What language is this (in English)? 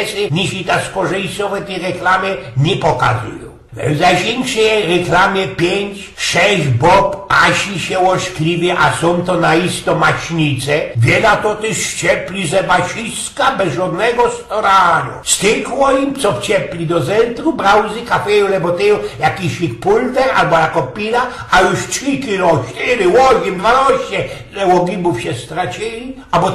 Silesian